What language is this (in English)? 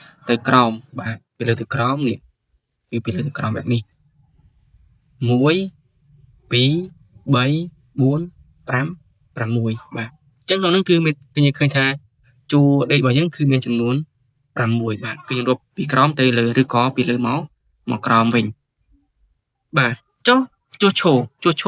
Khmer